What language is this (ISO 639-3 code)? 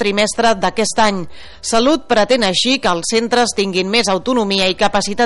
cat